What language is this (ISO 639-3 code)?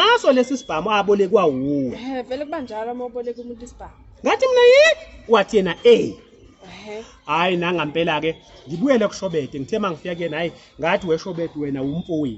zul